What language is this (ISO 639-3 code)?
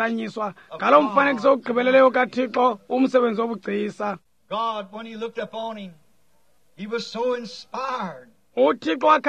xho